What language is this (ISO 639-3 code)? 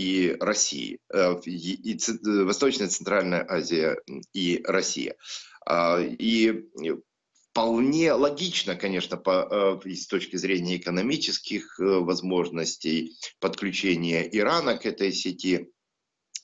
rus